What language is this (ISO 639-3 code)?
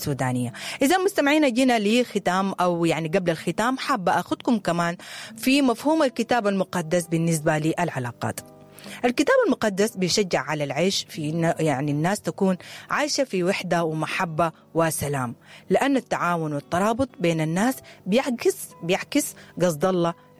apd